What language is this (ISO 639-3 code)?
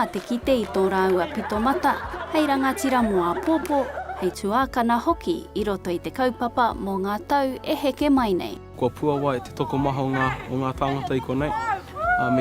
mri